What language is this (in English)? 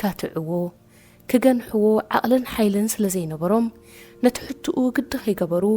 Tigrinya